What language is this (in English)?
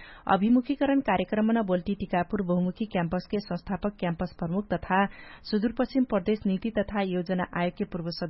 Dangaura Tharu